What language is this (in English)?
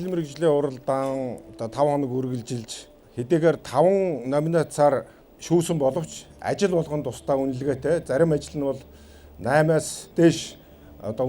Mongolian